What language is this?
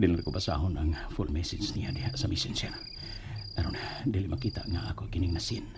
Cebuano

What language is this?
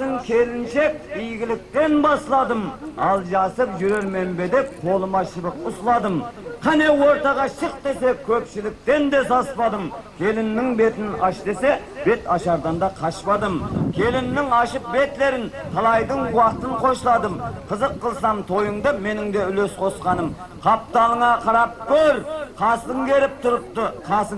Kara-Kalpak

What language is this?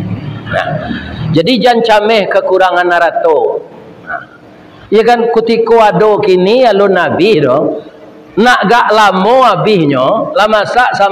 Minangkabau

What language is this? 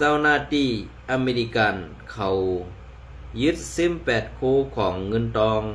Shan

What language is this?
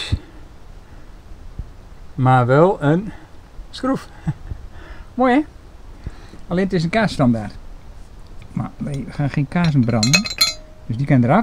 Dutch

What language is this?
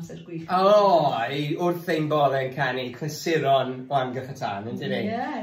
Welsh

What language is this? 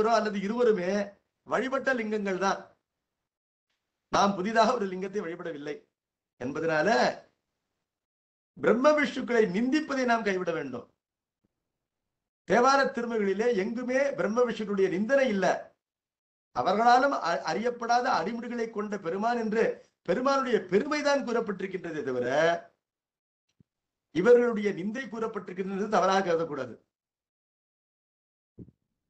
Tamil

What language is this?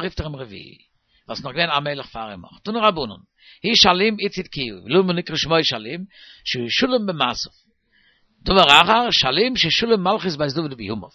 Yiddish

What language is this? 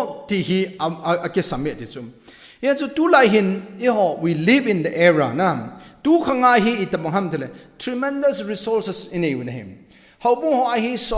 Thado Chin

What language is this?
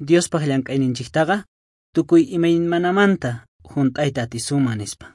South Bolivian Quechua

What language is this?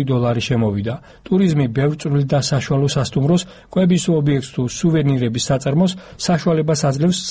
Georgian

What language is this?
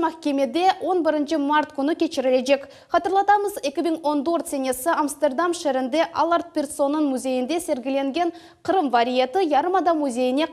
Crimean Tatar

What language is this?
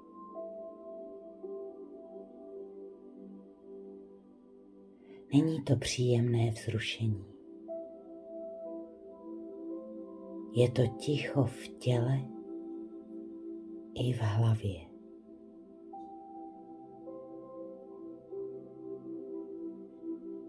Czech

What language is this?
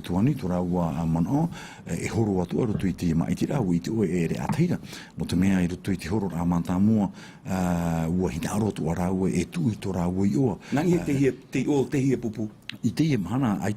Tahitian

